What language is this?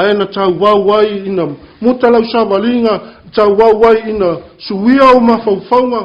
Samoan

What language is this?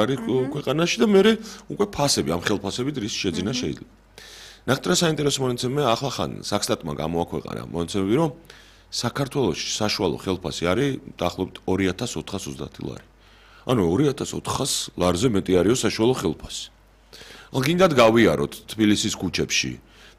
Georgian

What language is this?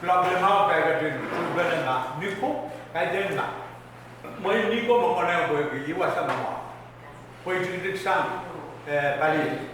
Pohnpeian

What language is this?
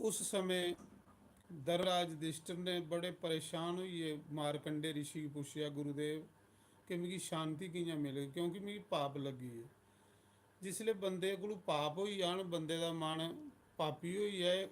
Dogri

